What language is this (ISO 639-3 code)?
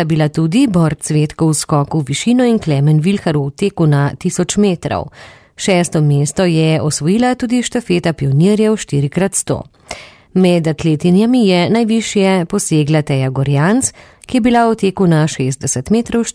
slv